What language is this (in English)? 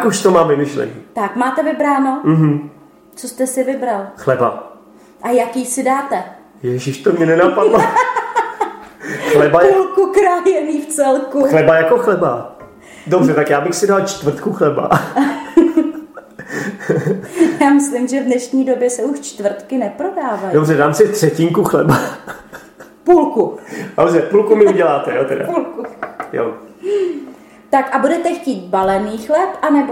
Czech